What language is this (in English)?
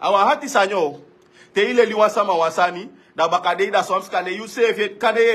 Sranan Tongo